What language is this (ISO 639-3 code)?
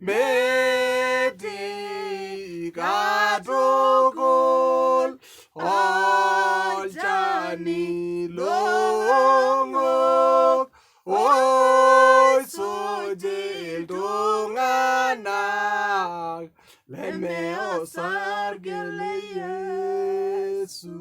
mas